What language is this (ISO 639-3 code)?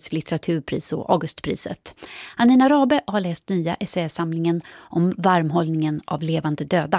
swe